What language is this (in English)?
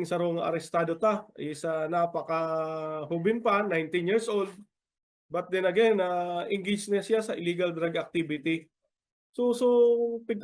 Bikol